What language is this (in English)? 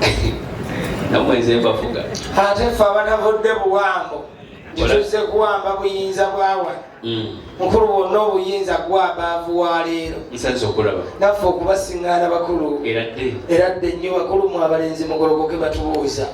Ganda